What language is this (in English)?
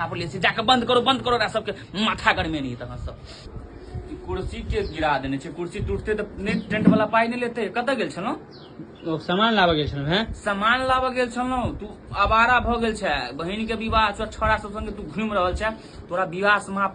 Maithili